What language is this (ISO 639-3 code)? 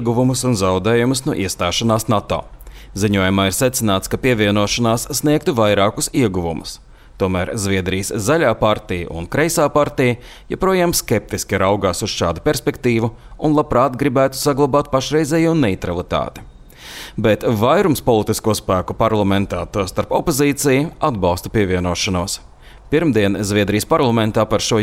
lav